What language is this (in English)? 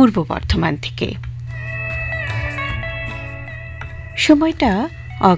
Bangla